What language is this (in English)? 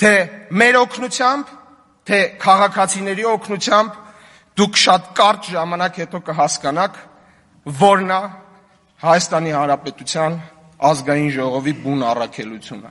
Armenian